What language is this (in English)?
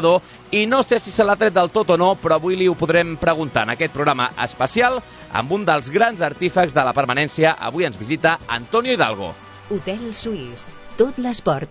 Catalan